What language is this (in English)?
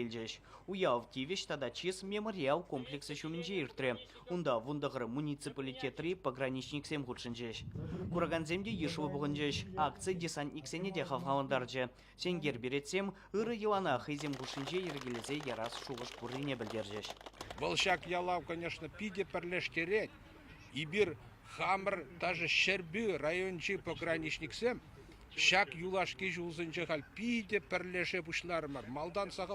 Chuvash